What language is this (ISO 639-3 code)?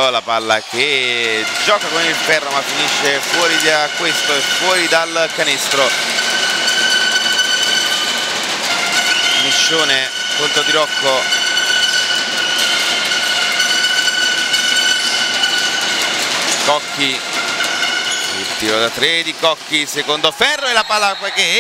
ita